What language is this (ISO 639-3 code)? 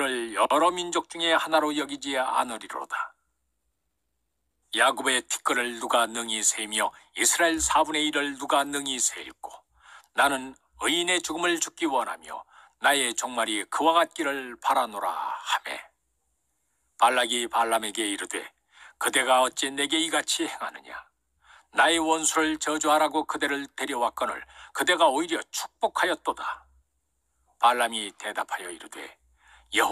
kor